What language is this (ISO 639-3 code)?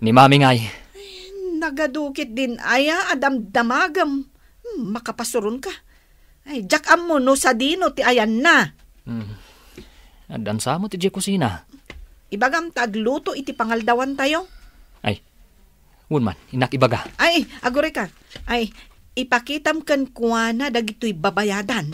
ilo